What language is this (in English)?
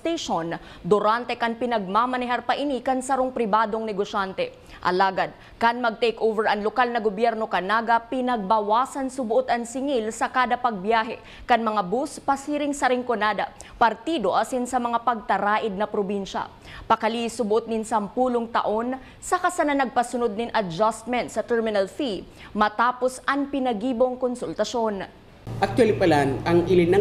Bikol